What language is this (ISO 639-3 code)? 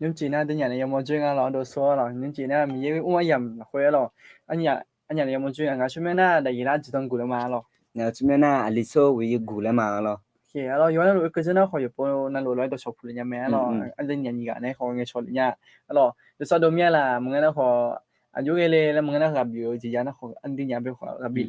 ahk